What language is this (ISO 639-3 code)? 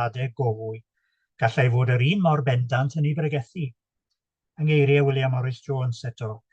cym